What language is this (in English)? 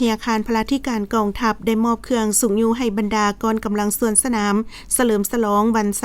Lao